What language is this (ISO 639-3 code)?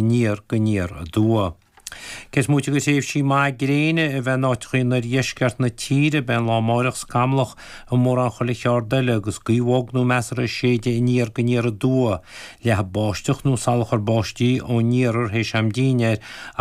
gle